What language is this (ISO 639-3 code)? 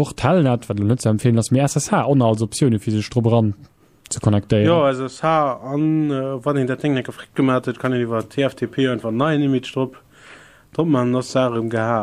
ltz